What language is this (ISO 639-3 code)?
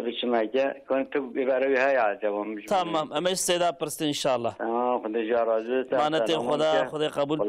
kur